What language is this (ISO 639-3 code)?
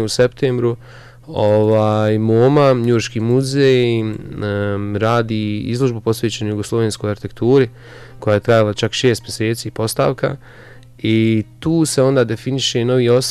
bos